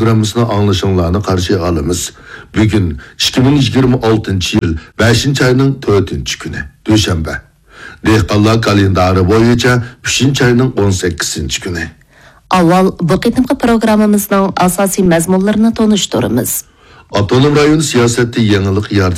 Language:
Uyghur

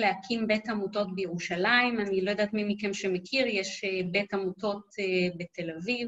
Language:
Hebrew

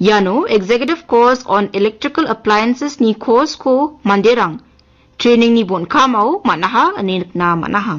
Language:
Garo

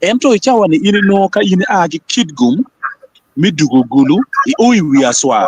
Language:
Acoli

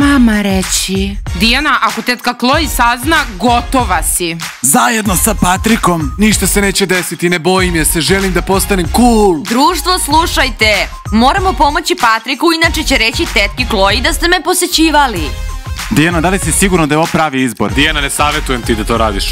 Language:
Serbian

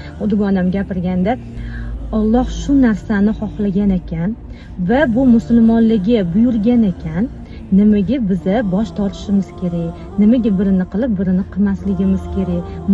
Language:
Uzbek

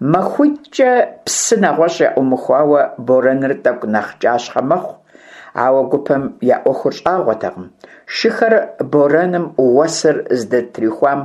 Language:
Kabardian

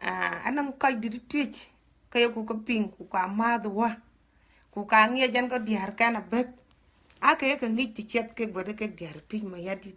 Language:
Dinka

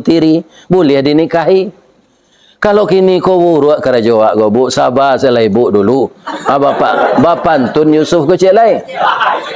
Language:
Minangkabau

